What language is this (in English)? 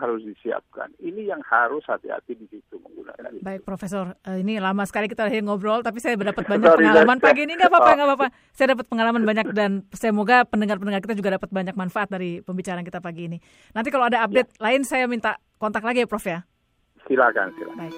Indonesian